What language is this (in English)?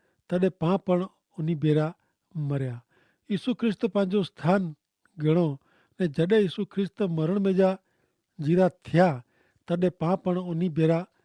Kachhi